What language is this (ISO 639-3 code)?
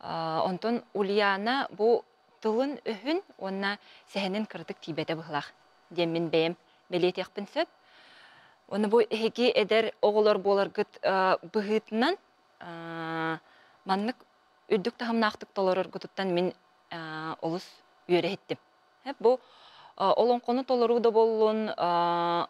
sah